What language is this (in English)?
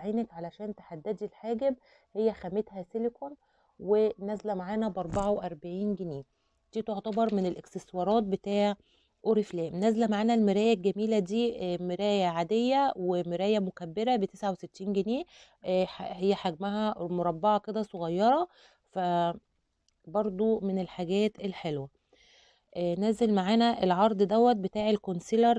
Egyptian Arabic